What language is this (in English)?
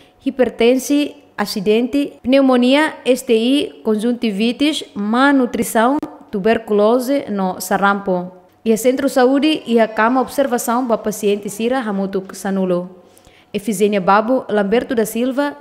Tetum